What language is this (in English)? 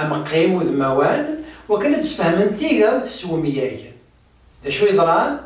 Kabyle